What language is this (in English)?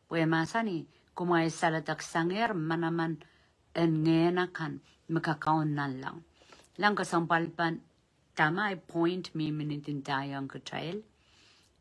Pohnpeian